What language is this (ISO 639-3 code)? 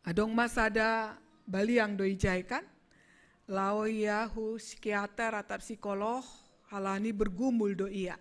bts